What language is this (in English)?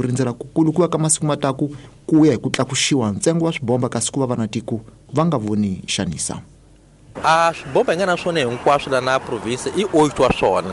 Tsonga